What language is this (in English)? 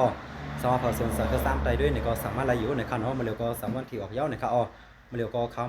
Shan